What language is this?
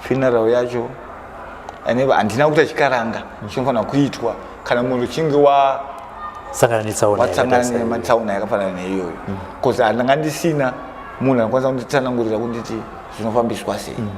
Shona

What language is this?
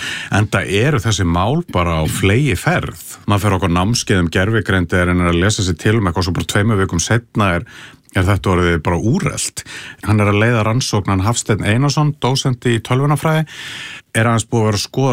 Icelandic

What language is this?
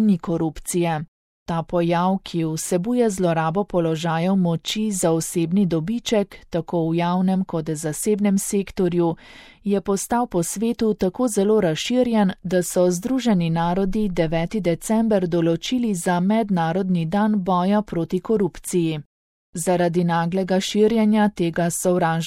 Slovenian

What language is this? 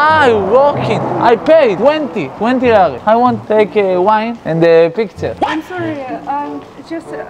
Hebrew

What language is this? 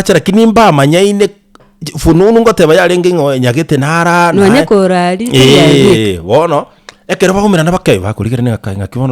Gusii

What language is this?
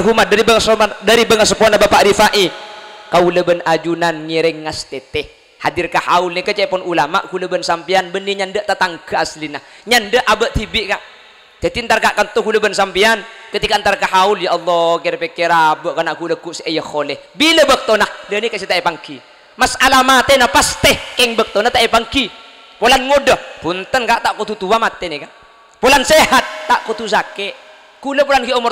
Madurese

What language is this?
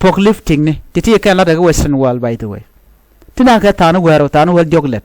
Nuer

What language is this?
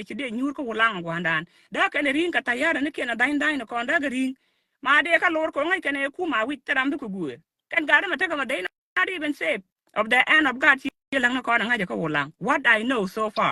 Nuer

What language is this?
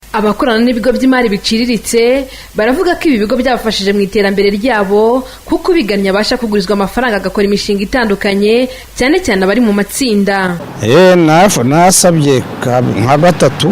Kinyarwanda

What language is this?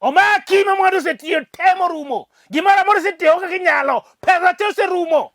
Luo (Kenya and Tanzania)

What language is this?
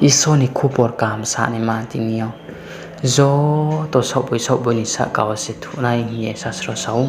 Riang (India)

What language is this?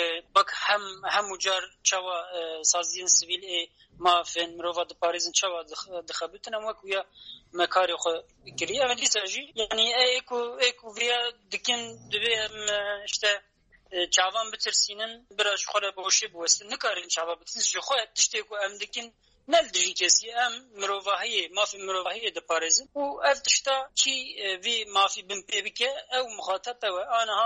Kurdish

